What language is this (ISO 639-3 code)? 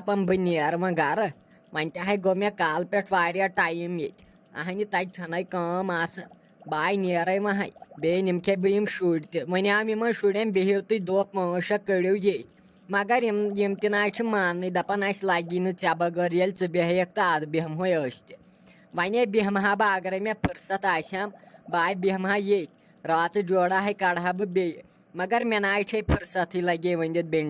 kas